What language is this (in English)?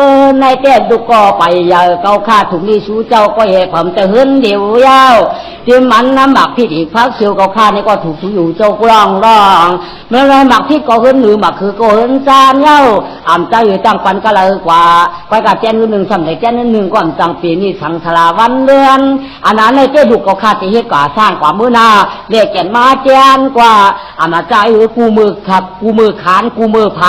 Shan